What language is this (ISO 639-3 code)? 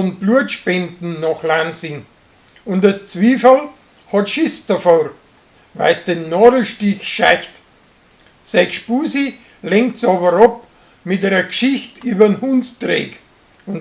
bar